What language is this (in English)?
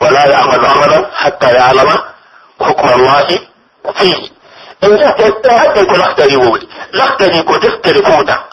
Pular